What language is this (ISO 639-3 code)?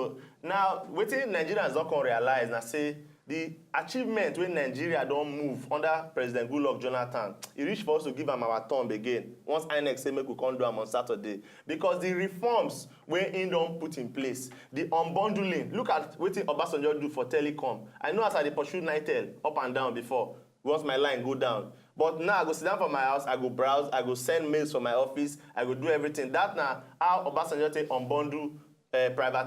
pcm